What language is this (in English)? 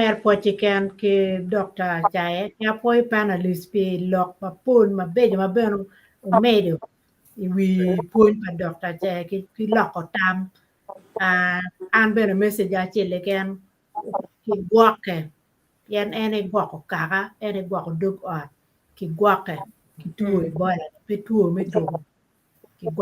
Acoli